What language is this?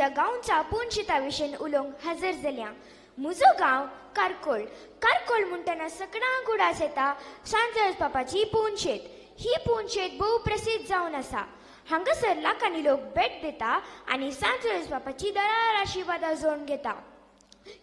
Konkani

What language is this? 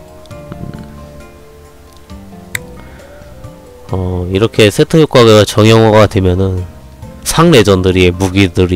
Korean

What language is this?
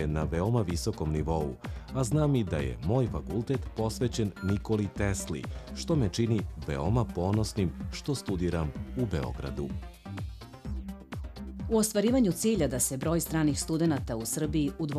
Serbian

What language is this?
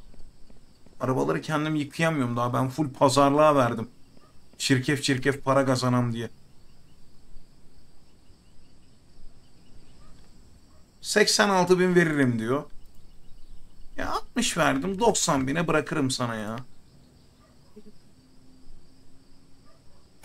Turkish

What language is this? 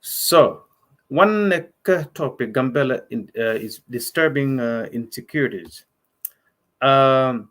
Nuer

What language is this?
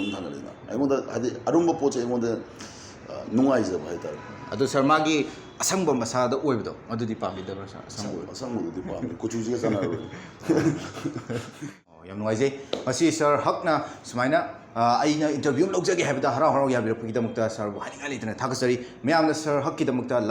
Manipuri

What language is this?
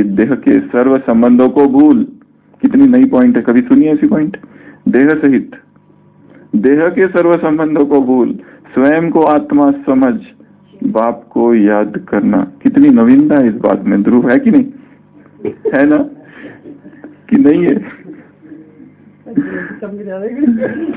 Hindi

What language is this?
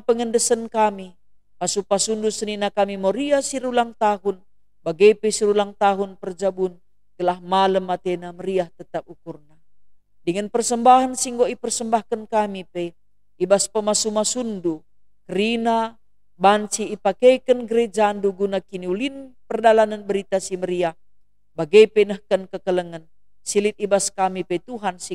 Batak Karo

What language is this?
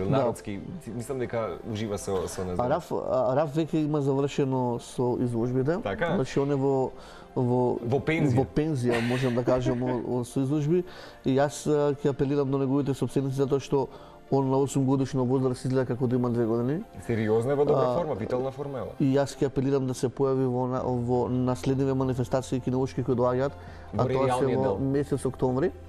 Macedonian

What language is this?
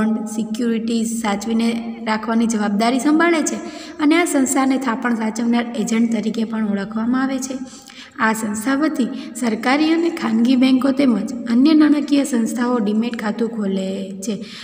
Gujarati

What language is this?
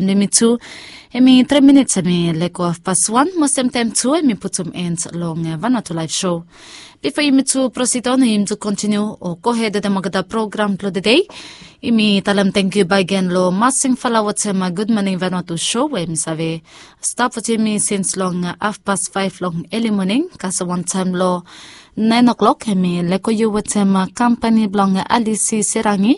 Bislama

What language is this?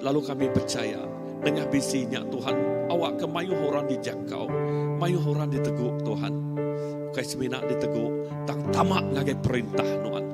Iban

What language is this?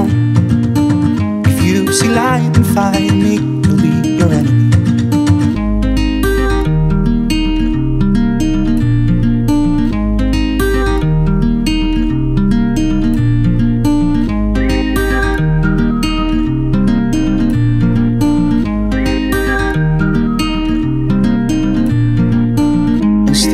English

